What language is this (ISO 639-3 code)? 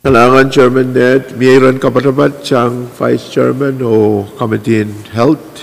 pon